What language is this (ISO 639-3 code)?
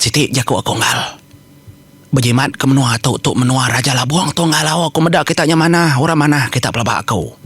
iba